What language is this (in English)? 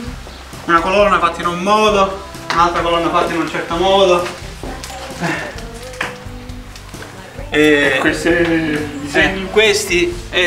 Italian